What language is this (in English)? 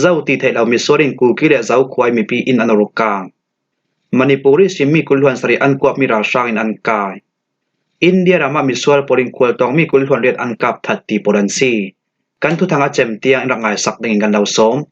Falam Chin